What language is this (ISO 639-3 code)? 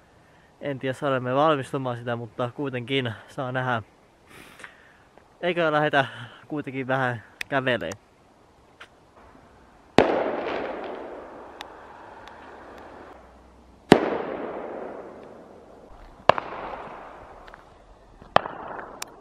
fin